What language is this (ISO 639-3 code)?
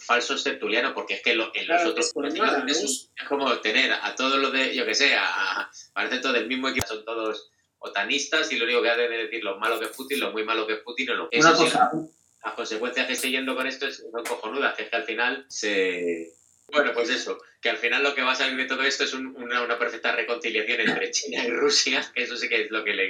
spa